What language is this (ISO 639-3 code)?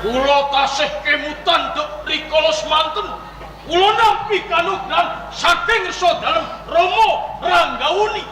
jav